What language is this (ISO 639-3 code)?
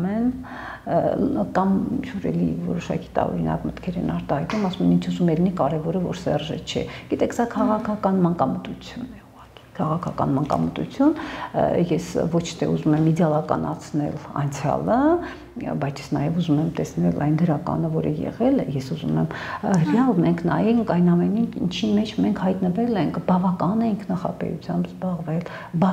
hye